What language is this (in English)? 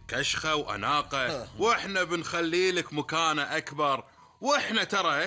Gulf Arabic